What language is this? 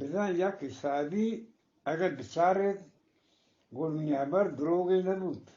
Eastern Balochi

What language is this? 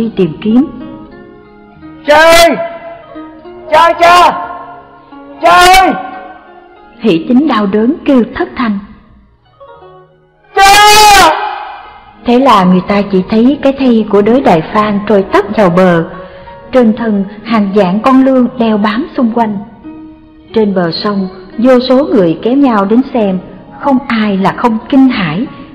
Vietnamese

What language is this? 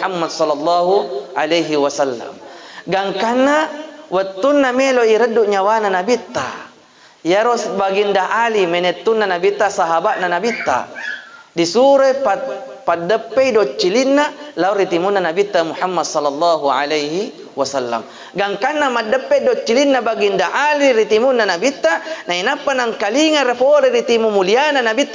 Buginese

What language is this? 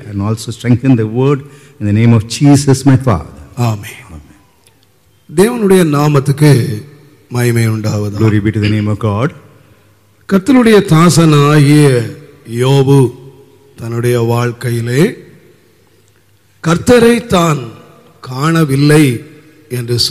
Tamil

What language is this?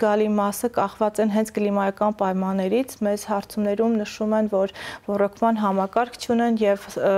Armenian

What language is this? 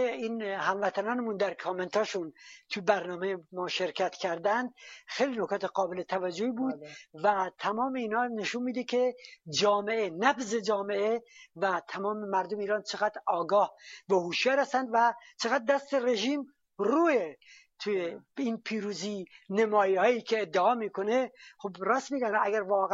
Persian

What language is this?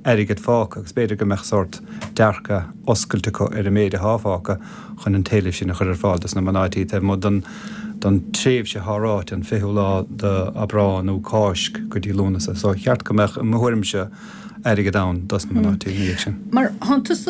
Irish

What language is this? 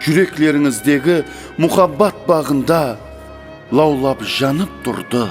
Kara-Kalpak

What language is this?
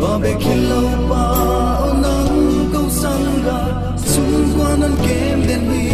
Paite Chin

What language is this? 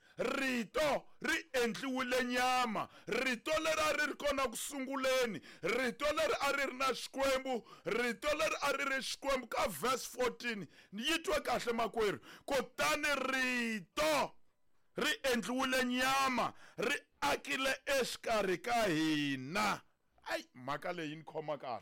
Tsonga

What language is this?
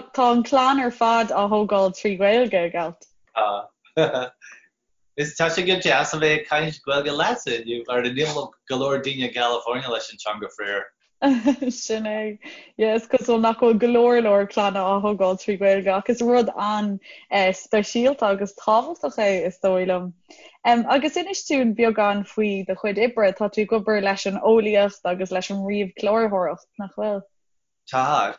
Irish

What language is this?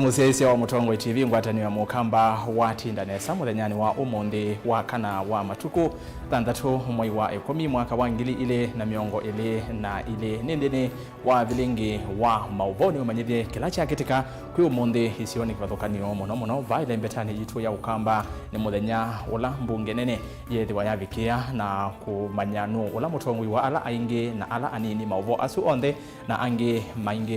Kamba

